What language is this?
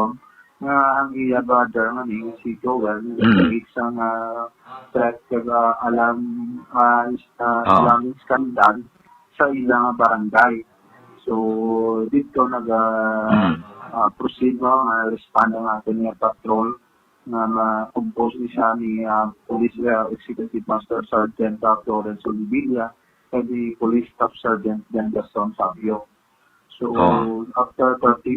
Hiligaynon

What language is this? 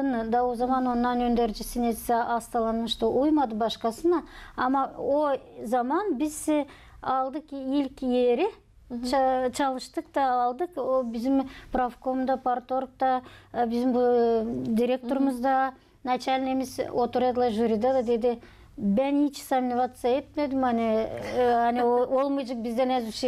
Gagauz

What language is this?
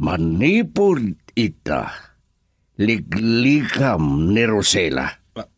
Iloko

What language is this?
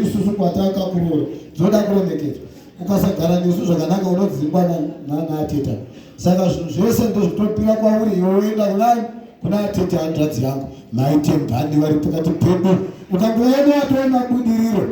Shona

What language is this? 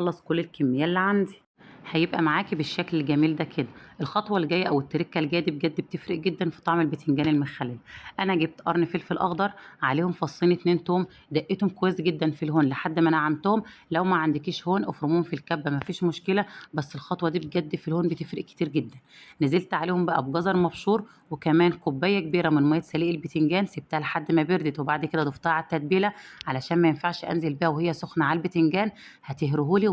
Egyptian Arabic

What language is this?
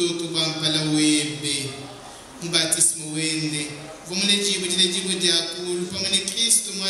Luba-Lulua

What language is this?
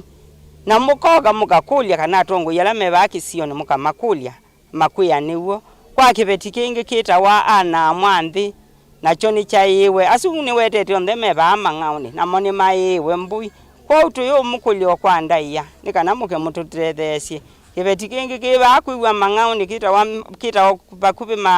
Kamba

